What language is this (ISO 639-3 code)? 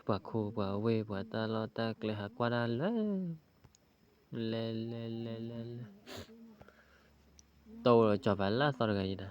ksw